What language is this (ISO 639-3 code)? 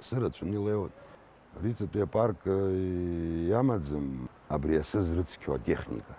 abk